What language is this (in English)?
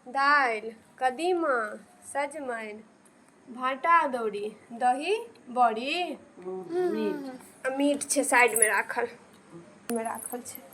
Maithili